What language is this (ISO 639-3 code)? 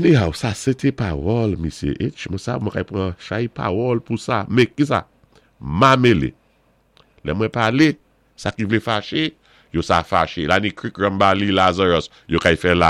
acf